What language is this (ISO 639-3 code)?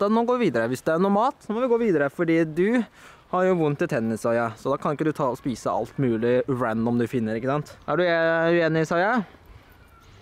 nor